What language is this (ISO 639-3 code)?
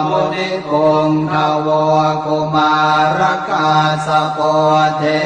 pli